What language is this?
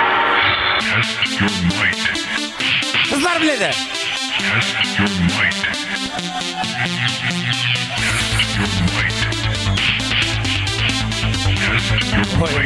Kara-Kalpak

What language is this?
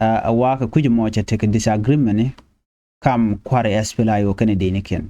Nuer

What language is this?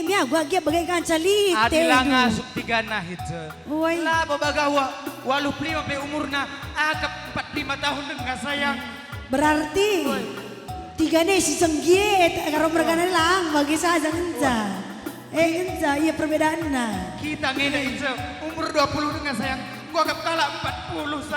Batak Karo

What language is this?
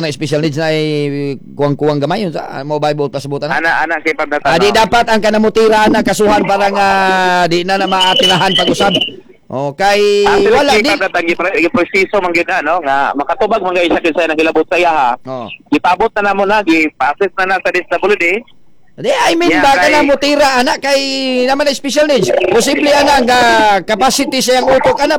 Cebuano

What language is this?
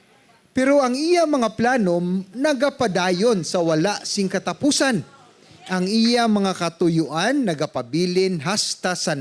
Hiligaynon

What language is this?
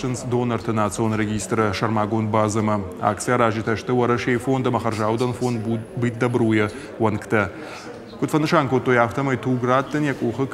Ossetic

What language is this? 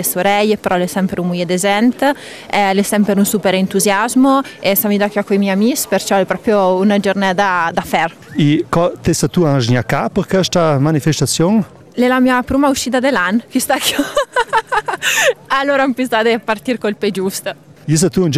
Italian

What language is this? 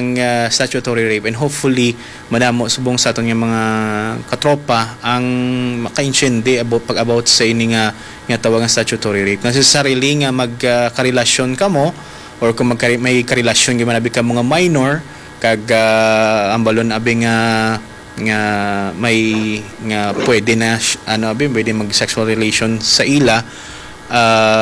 Hiligaynon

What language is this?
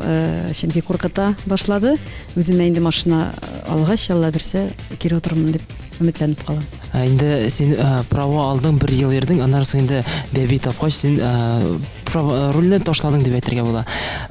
Tatar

